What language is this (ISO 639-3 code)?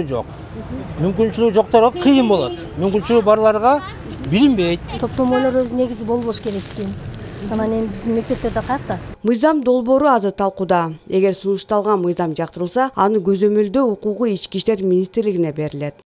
kir